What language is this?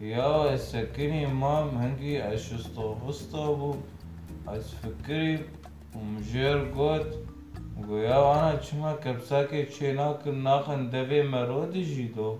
Kurdish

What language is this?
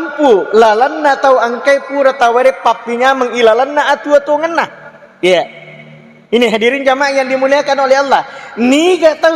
Buginese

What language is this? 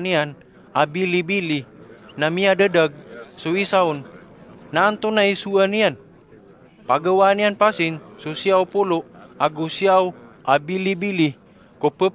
Maranao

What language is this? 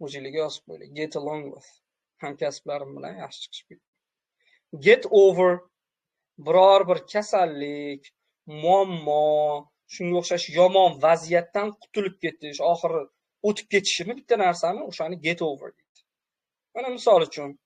Uzbek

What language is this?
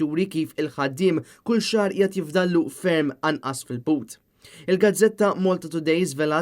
Maltese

